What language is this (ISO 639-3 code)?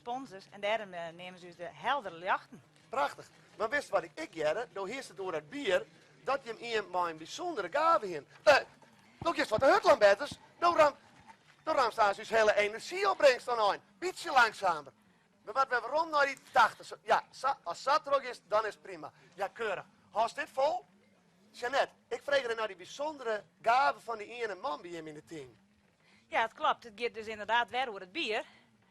fry